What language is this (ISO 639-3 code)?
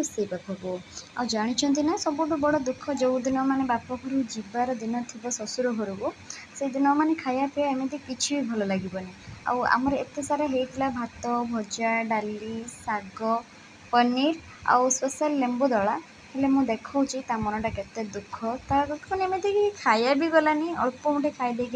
ori